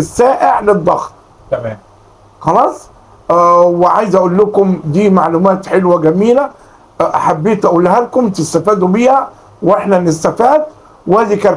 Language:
Egyptian Arabic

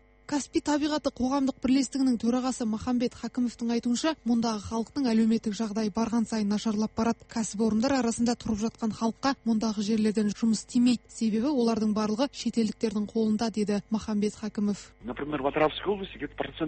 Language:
Kazakh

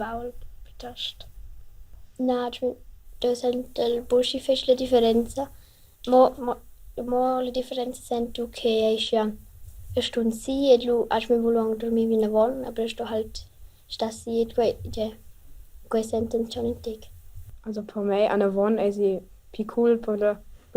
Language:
Romansh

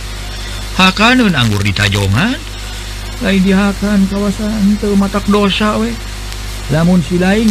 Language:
Sundanese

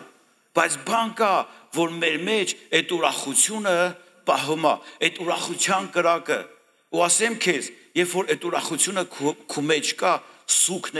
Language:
Armenian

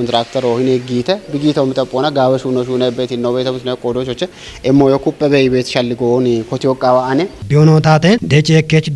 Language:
Kafa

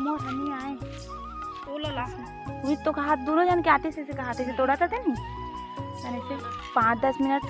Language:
Chhattisgarhi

